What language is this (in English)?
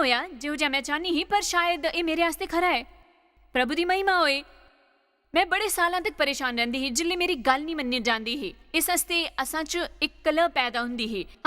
Dogri